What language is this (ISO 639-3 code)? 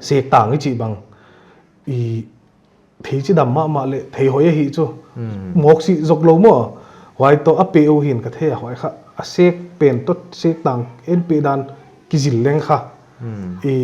pck